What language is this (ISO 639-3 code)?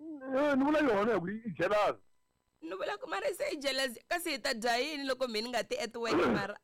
tso